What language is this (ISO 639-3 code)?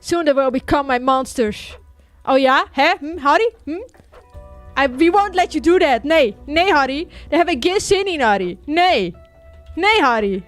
fry